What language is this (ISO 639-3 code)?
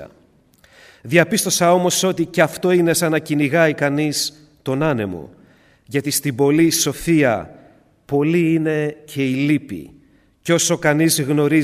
ell